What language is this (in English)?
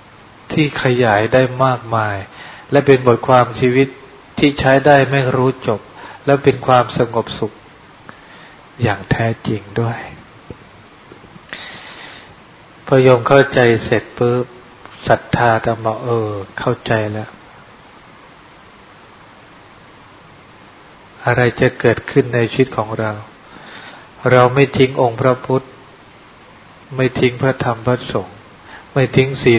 Thai